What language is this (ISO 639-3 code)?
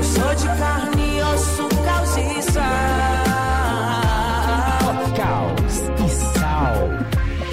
por